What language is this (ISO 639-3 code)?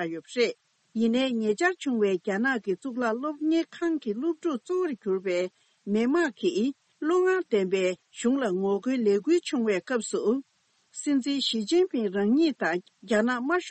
bod